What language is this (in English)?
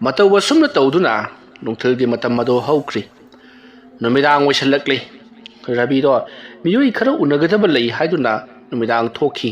Manipuri